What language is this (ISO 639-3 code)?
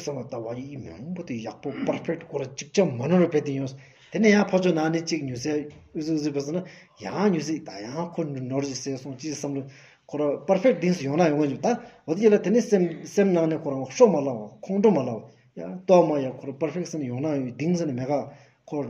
sbu